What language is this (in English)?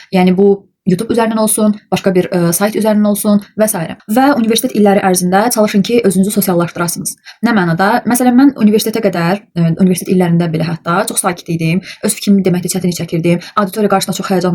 Azerbaijani